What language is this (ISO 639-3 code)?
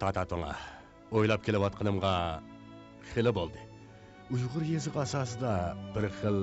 uig